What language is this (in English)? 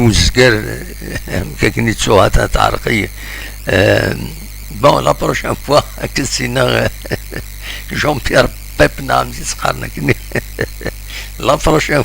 Kabyle